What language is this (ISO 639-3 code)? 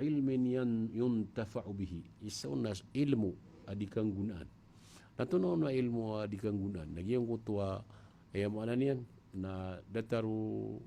mrw